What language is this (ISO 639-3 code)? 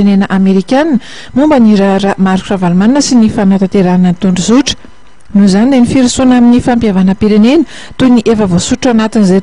mlg